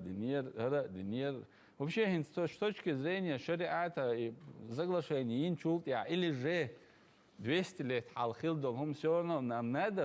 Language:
Chechen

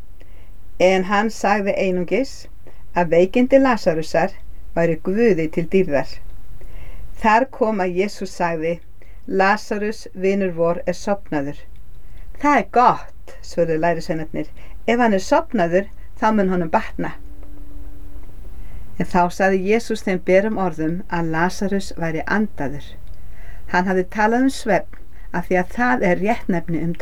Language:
Icelandic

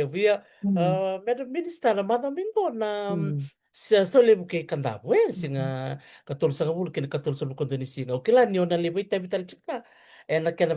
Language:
Fijian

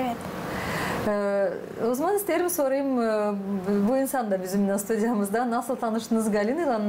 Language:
Gagauz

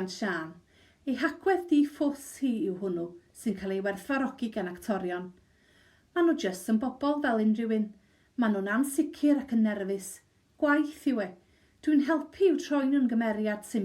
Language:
Welsh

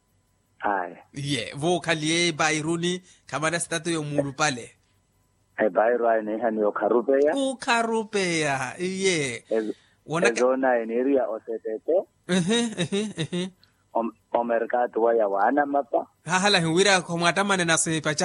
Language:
Makhuwa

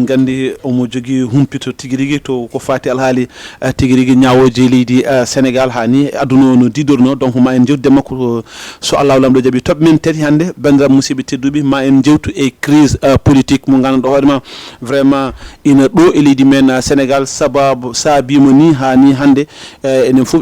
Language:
Fula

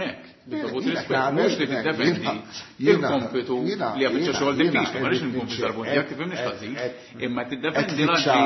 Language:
Maltese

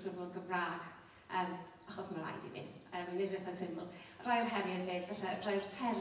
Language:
Welsh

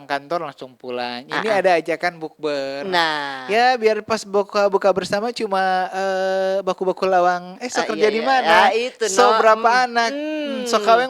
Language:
Manado Malay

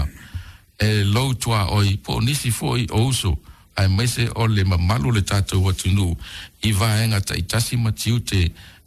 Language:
Samoan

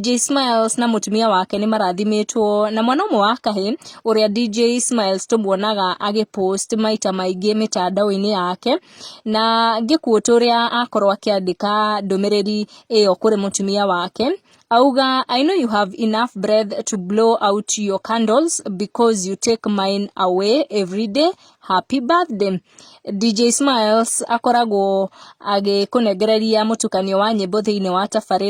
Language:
Kikuyu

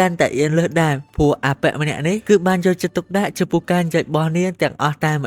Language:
Khmer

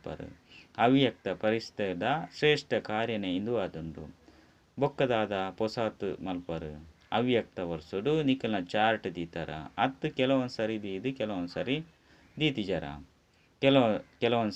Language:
Tulu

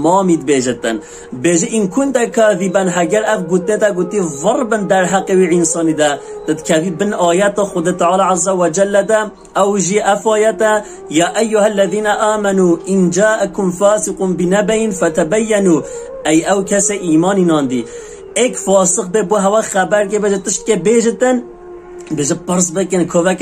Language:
Kurdish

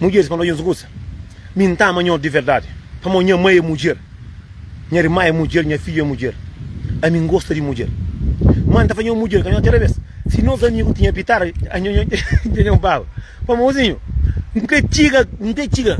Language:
Kabuverdianu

